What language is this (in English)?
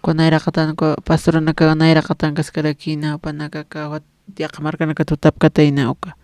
Aymara